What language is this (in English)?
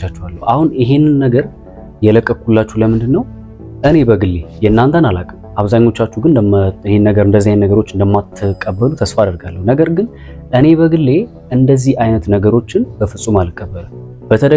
Amharic